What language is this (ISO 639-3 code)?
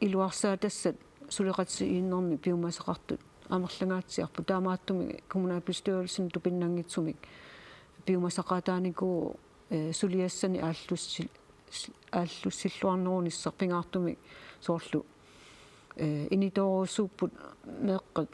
kal